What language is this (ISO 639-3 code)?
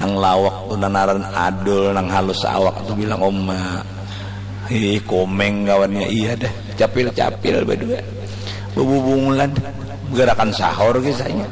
bjn